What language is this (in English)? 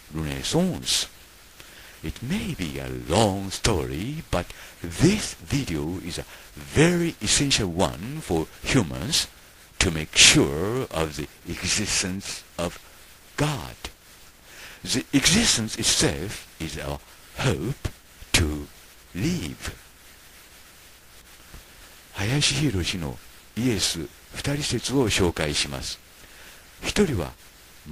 Japanese